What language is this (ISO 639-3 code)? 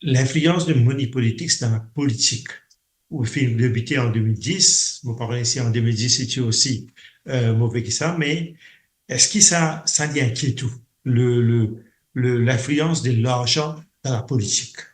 mfe